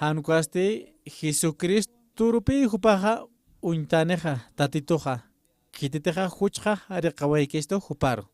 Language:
Aymara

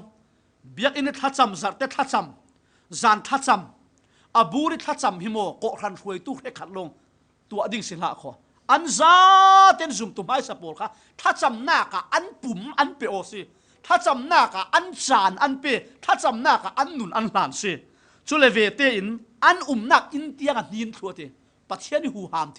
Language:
Falam Chin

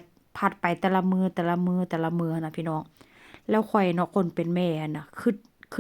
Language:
Northeastern Thai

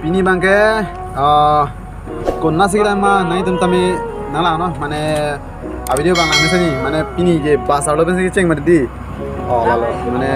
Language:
Karbi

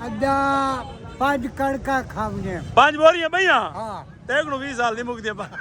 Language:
Saraiki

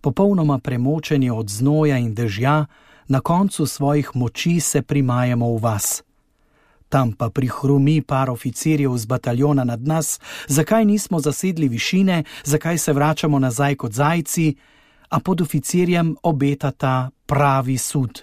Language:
Slovenian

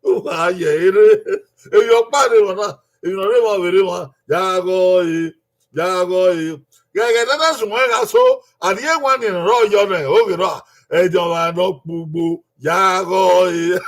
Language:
Bini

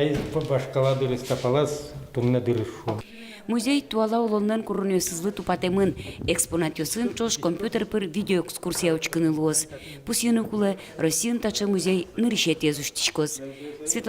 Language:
Udmurt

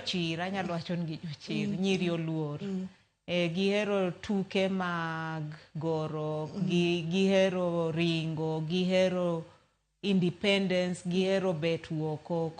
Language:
Luo (Kenya and Tanzania)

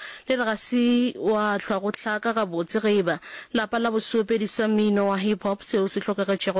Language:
Northern Sotho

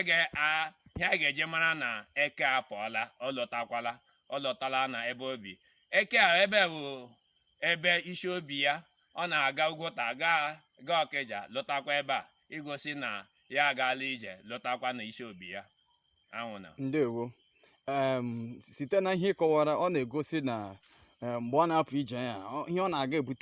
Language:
Igbo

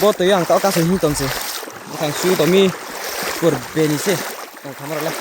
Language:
Riang (India)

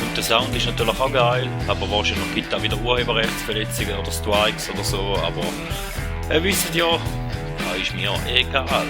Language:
Swiss German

